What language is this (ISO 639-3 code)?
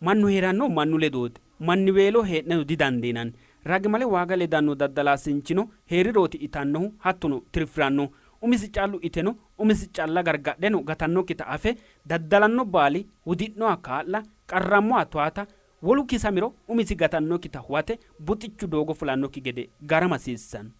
sid